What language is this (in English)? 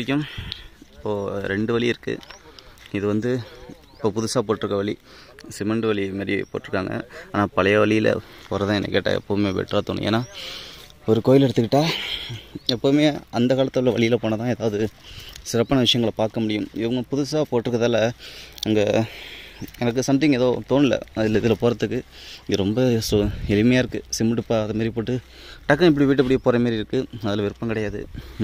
Tamil